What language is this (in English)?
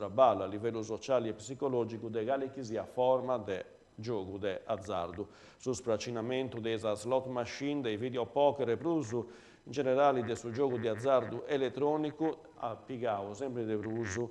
Sardinian